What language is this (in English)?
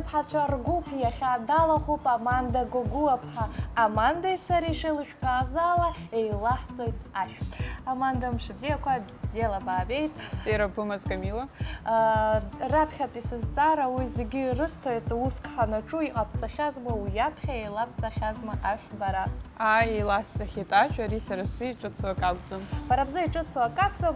Abkhazian